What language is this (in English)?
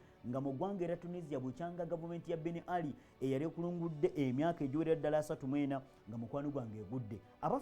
Ganda